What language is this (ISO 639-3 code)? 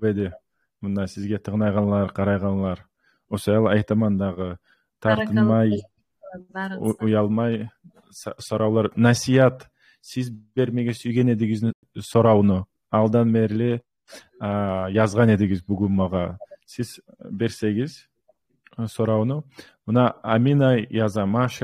kum